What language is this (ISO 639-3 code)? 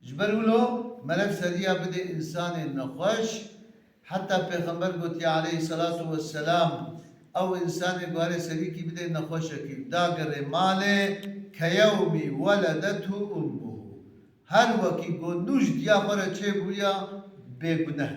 kur